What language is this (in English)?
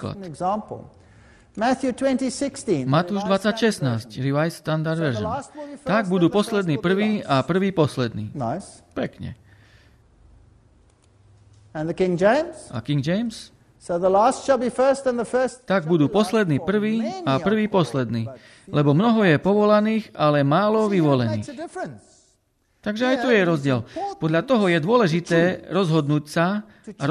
Slovak